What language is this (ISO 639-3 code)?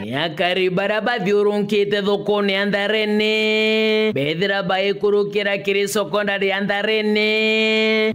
mer